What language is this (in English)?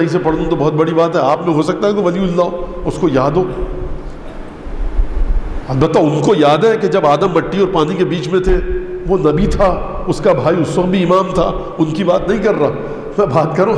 Urdu